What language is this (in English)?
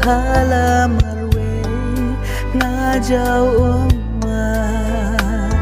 Khasi